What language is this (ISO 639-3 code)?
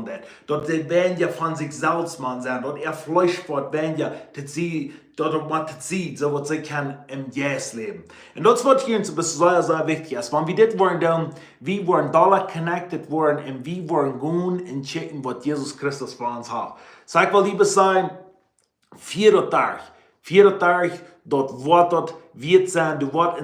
pdt